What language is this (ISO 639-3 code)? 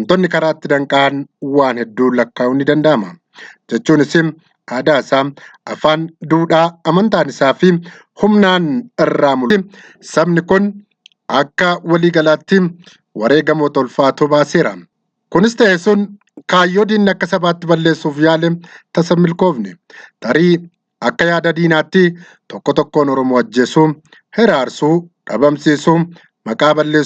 orm